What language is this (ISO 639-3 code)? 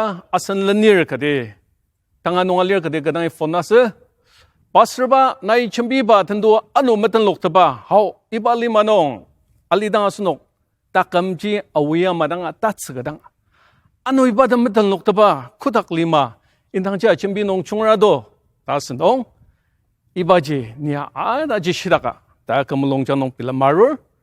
njo